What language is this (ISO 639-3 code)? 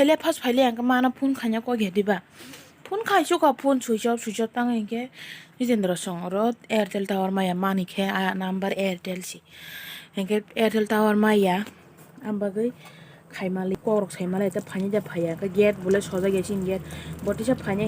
trp